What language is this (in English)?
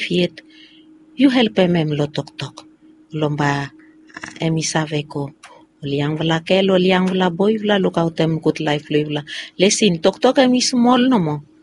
Bislama